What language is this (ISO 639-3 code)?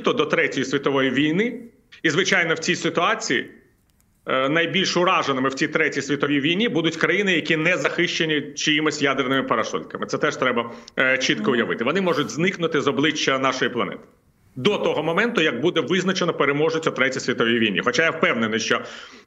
ukr